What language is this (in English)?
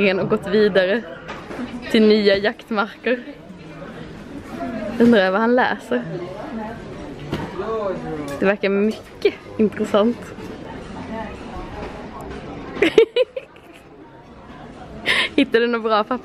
Swedish